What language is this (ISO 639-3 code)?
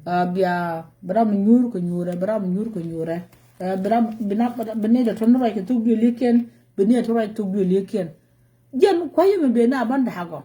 nus